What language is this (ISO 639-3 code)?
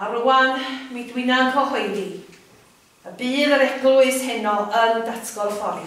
cym